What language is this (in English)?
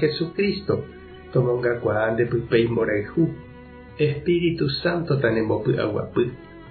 Guarani